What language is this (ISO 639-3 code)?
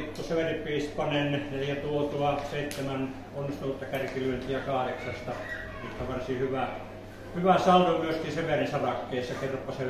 fin